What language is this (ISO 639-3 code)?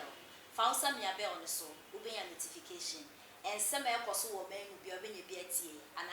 aka